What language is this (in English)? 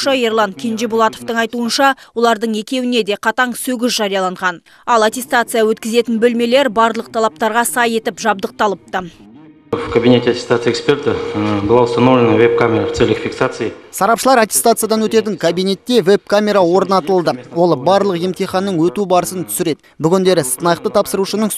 Kazakh